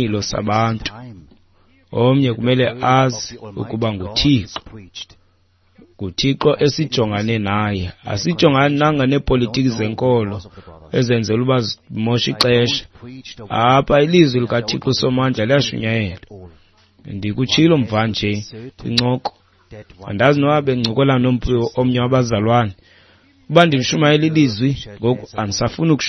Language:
Xhosa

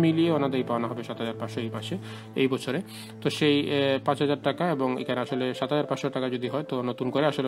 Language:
Bangla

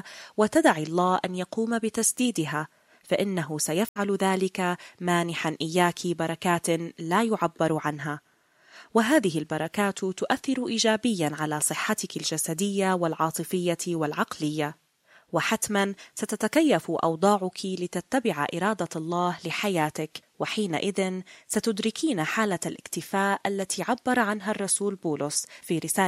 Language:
Egyptian Arabic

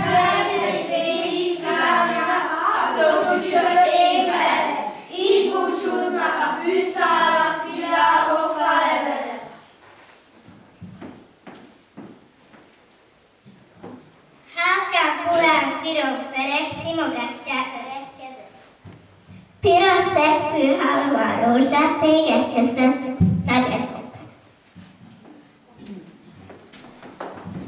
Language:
Hungarian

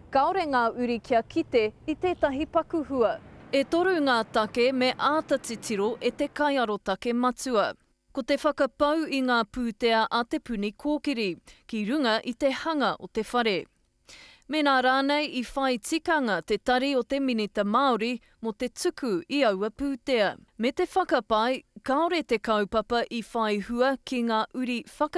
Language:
Māori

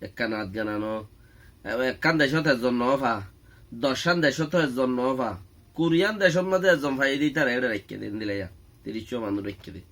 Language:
Rohingya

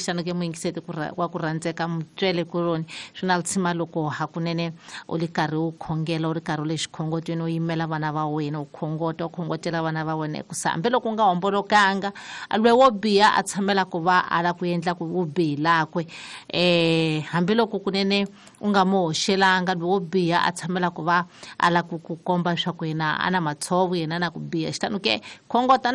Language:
Tsonga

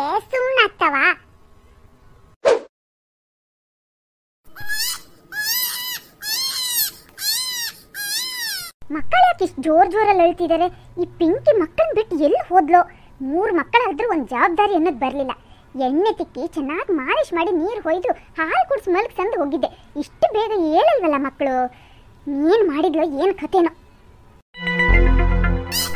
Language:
Kannada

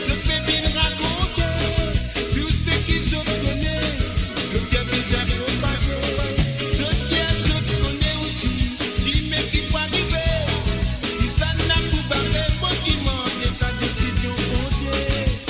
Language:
Morisyen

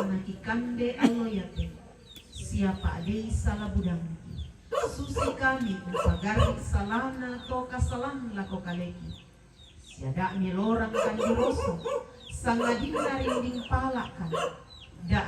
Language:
Toraja-Sa'dan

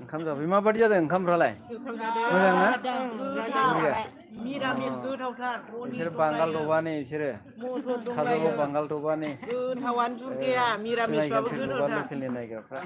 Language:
Bodo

